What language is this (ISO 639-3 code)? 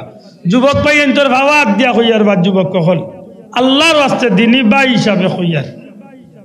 syl